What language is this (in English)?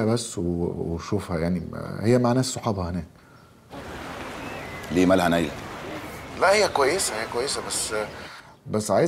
Egyptian Arabic